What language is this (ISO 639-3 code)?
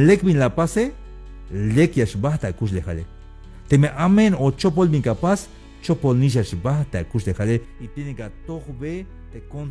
tzh